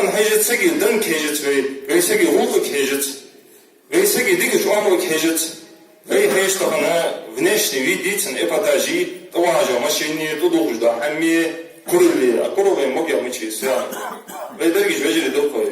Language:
Ingush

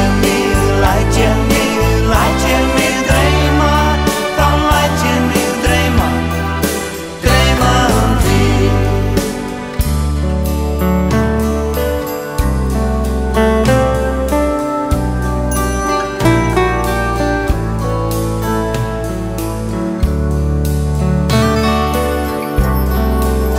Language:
Icelandic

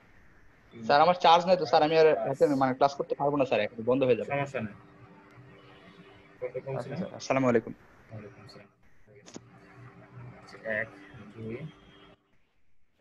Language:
Bangla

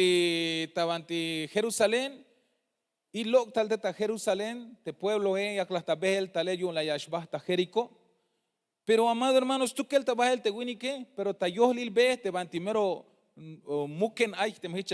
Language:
Tzeltal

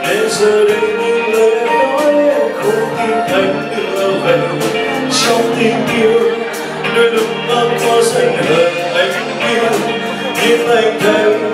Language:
Vietnamese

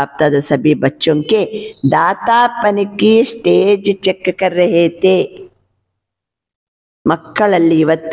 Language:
Kannada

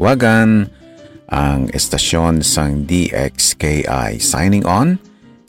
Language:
Hiligaynon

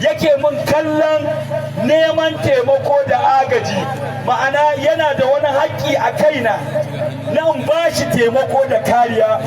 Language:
Hausa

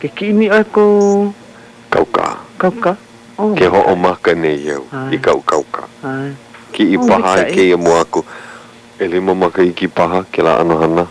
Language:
Hawaiian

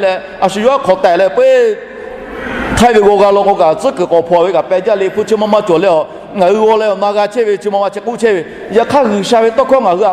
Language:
Lahu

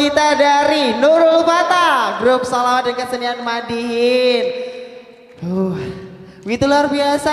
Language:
Banjar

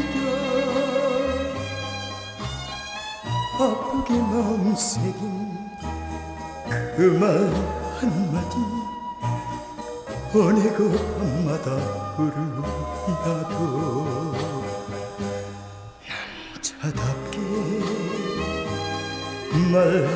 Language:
Korean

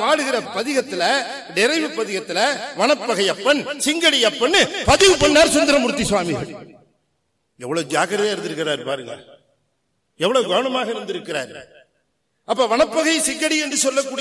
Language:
Tamil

